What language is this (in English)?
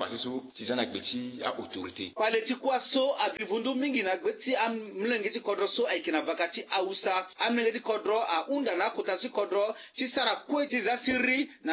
Sango